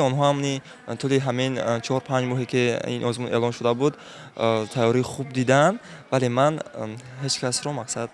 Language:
Tajik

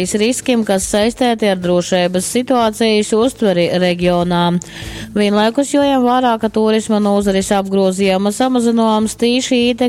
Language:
Latgalian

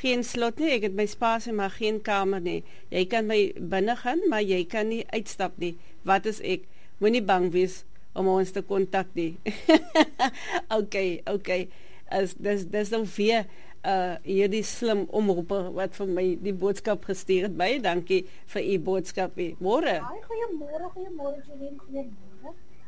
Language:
Afrikaans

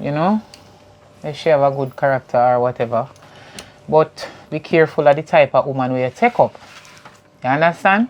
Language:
Jamaican Creole English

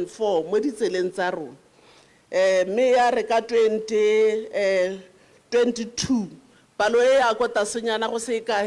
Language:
Tswana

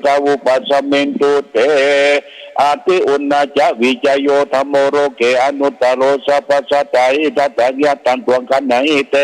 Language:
Pali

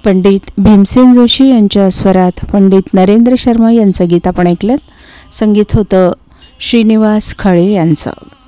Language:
Marathi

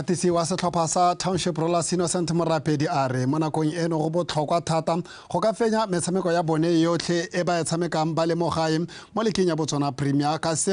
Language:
Tswana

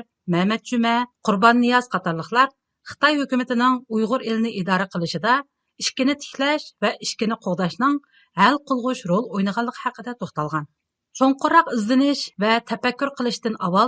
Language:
Uyghur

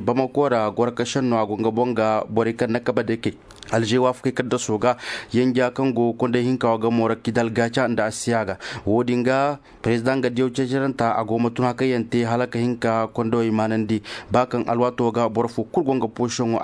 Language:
Zarma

